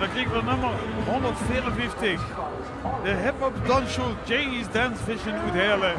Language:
Limburgish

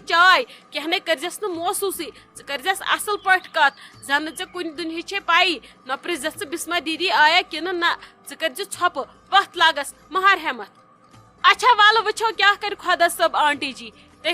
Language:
Kashmiri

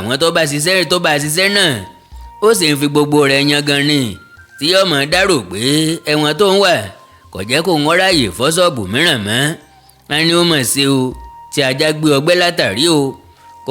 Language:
Yoruba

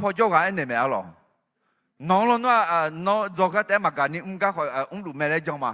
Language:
Akha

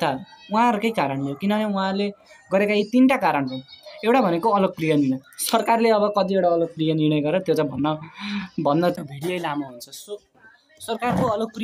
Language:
Nepali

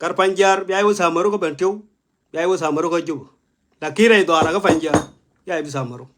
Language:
Nuer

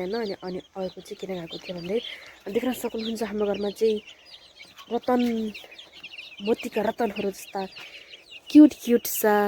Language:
Nepali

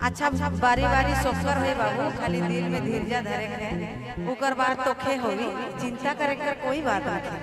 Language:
Sadri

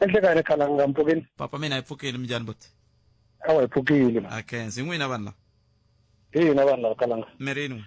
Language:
Tsonga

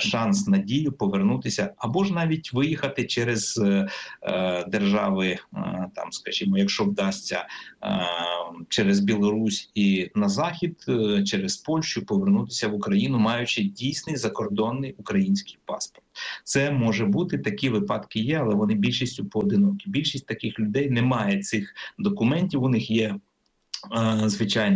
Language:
Ukrainian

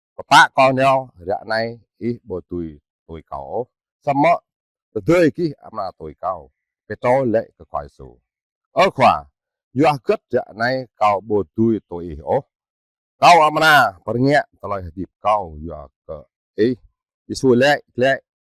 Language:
Jarai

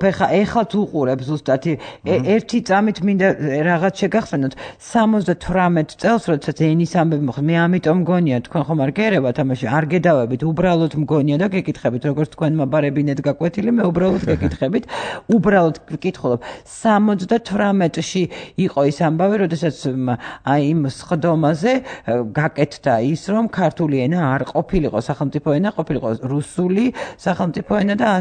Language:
Georgian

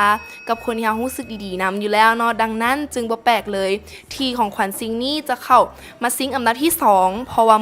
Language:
Lao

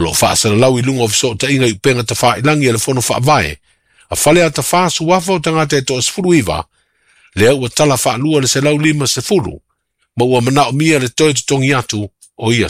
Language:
Samoan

